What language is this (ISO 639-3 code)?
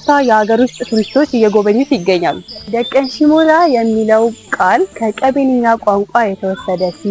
amh